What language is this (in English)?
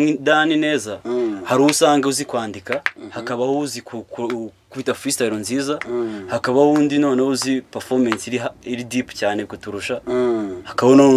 Kinyarwanda